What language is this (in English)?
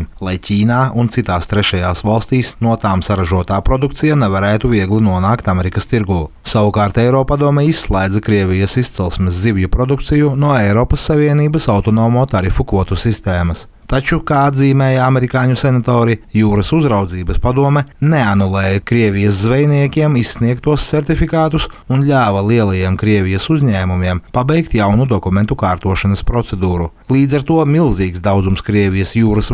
Latvian